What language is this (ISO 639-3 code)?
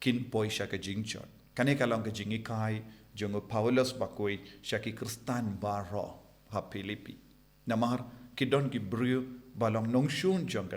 kha